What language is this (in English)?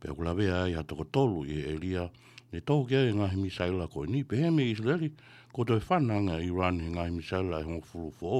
Tongan